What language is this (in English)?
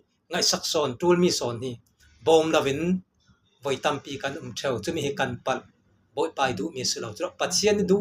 Falam Chin